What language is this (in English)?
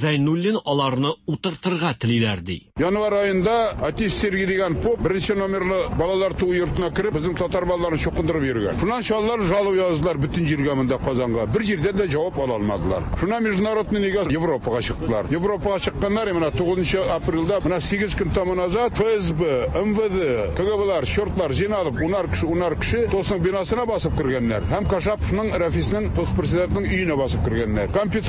Tatar